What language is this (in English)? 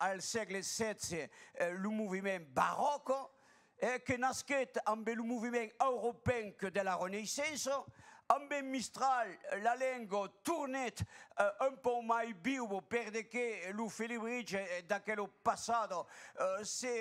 Occitan